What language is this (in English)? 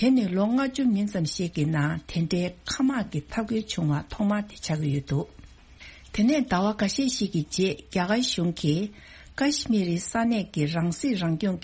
Tibetan